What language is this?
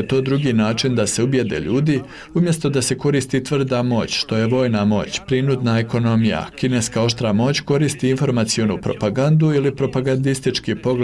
Bosnian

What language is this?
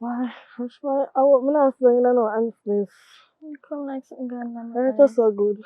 Jamaican Creole English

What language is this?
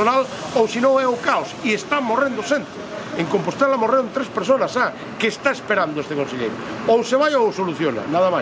Galician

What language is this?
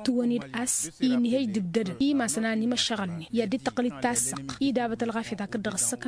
Tamasheq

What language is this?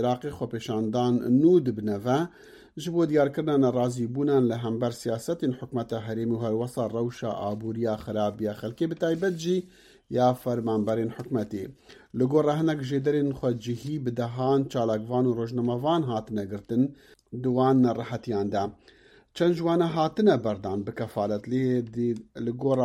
Kurdish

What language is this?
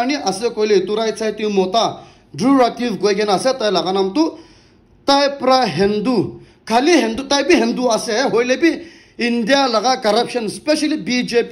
Naga Pidgin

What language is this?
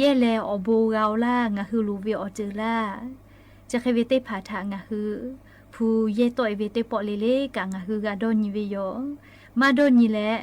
Lahu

